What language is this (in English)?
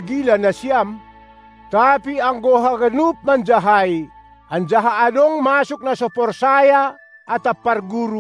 Batak Simalungun